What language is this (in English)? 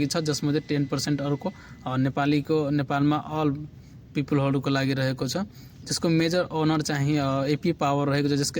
Nepali